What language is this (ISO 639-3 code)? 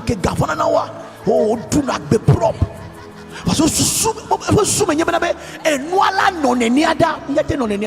ewe